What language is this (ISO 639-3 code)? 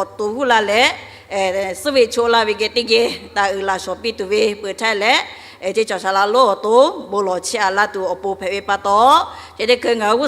lhu